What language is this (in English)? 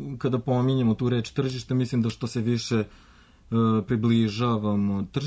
Serbian